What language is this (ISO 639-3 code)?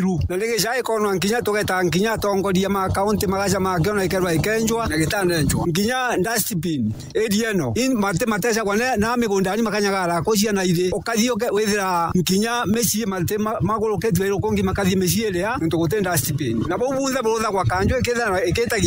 mer